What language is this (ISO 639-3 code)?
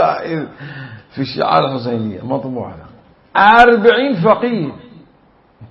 acm